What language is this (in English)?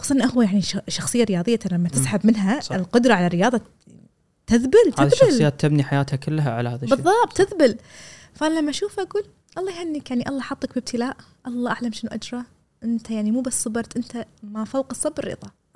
Gulf Arabic